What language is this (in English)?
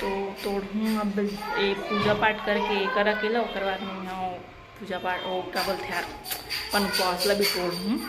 Chhattisgarhi